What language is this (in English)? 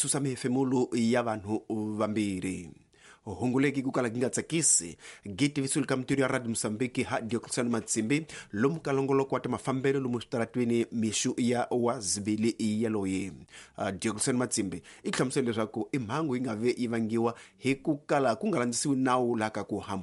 Tsonga